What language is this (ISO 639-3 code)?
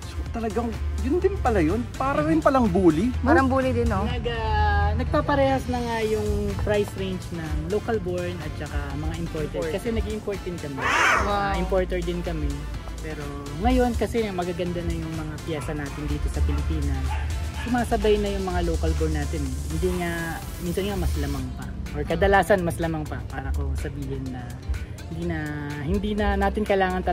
fil